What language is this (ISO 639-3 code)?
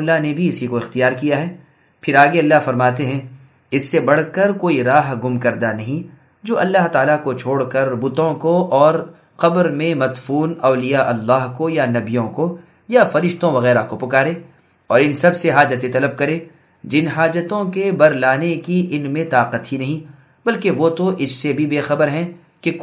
urd